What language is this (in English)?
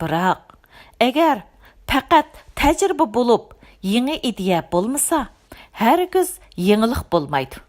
Uyghur